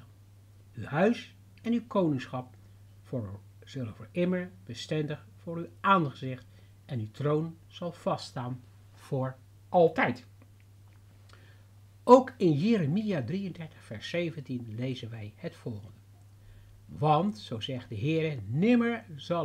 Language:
Dutch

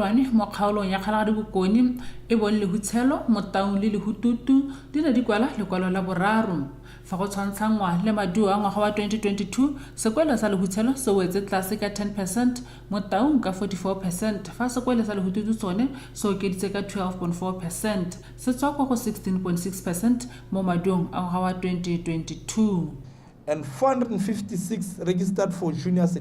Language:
Tswana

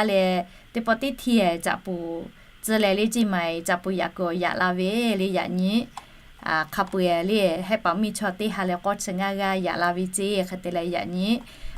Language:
Lahu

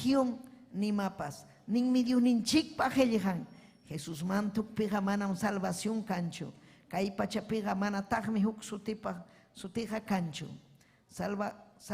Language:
Ayacucho Quechua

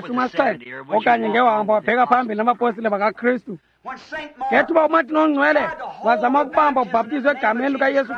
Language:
Xhosa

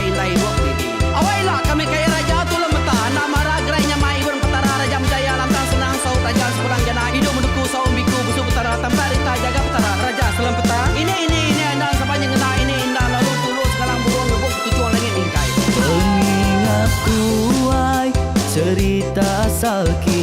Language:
Iban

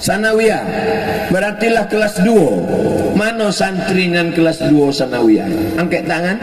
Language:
Minangkabau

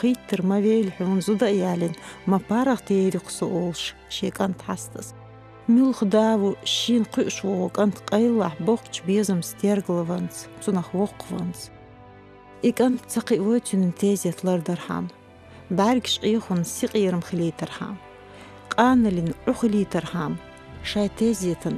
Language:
Chechen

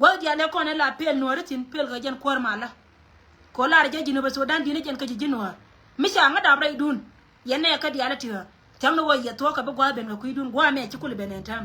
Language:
Nuer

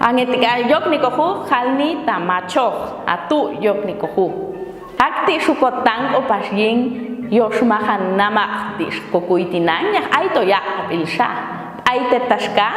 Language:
Popti'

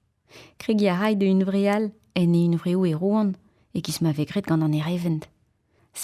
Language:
Breton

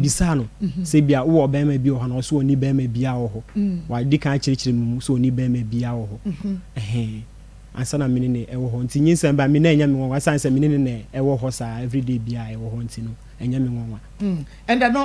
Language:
Akan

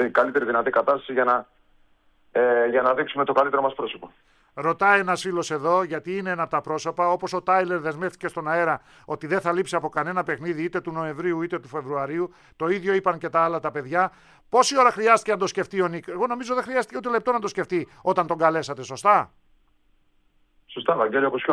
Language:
Greek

